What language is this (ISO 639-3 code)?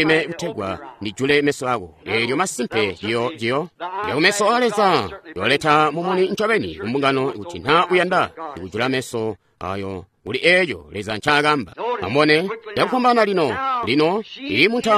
toi